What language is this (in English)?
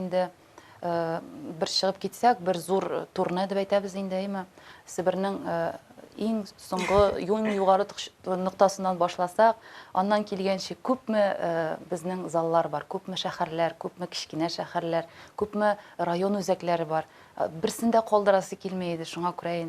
Tatar